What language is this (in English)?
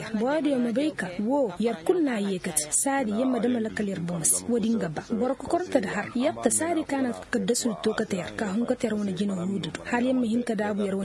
Koyraboro Senni